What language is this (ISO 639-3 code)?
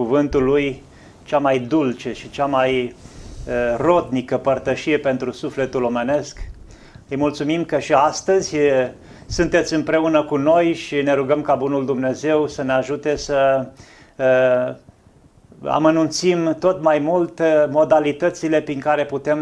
ron